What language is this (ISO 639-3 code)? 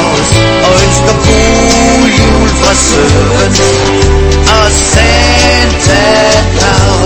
dan